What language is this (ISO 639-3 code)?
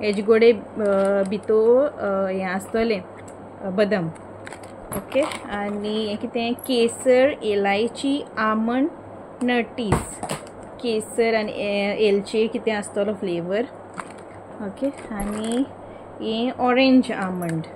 kok